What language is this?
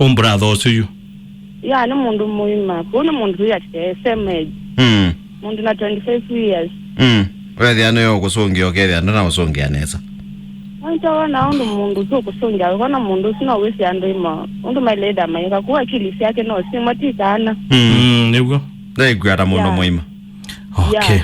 Kamba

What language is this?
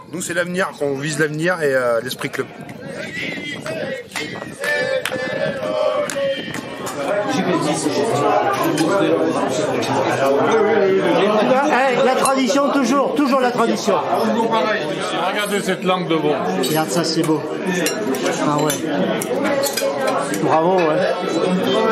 French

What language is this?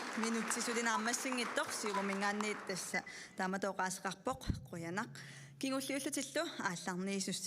Kalaallisut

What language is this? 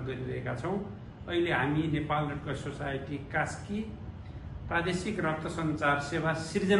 Nepali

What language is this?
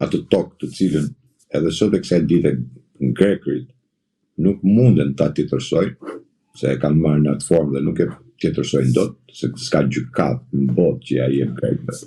Albanian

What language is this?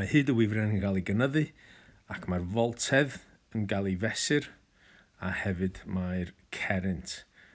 Welsh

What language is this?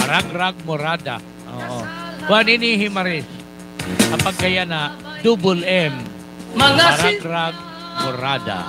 Waray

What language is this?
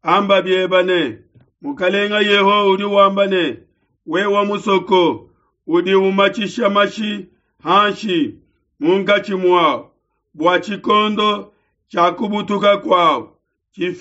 Luba-Lulua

